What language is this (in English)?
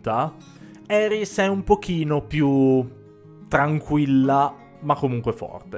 Italian